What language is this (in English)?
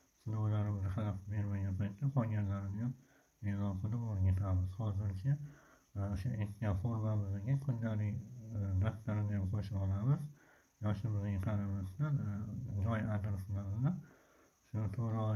Uzbek